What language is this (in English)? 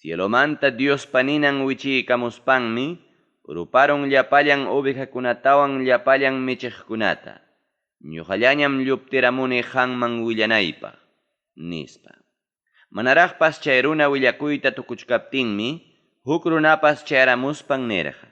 Ayacucho Quechua